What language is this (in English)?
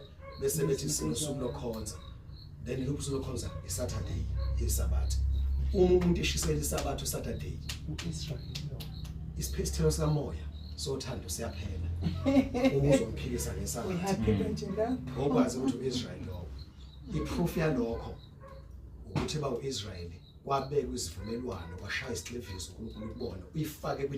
Zulu